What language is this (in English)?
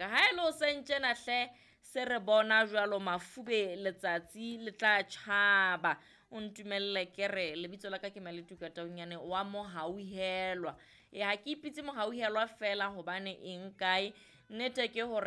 Southern Sotho